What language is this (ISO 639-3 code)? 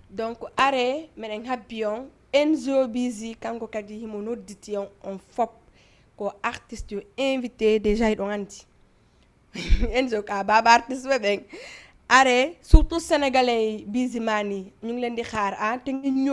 ful